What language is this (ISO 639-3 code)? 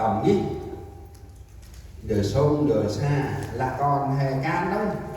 cmo